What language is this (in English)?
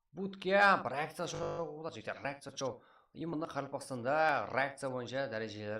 Kara-Kalpak